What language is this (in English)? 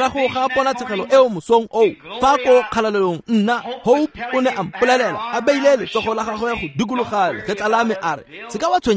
Tswana